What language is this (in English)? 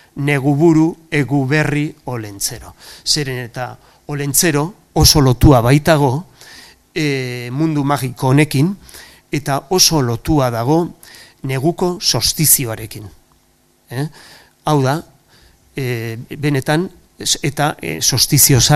Basque